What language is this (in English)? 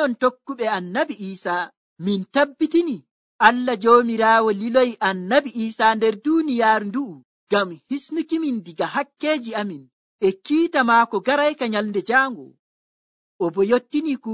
Nigerian Fulfulde